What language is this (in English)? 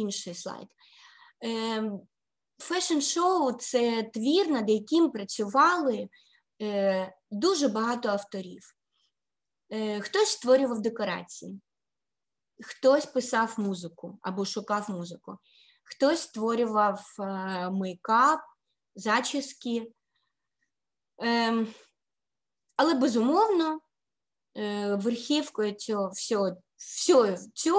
Ukrainian